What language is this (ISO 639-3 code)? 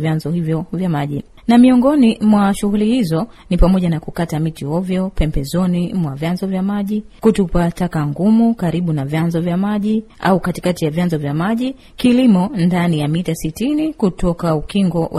swa